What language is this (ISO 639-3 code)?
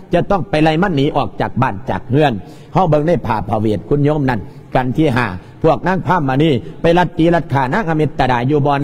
lao